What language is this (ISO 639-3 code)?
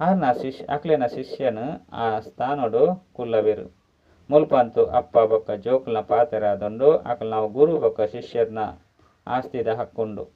tcy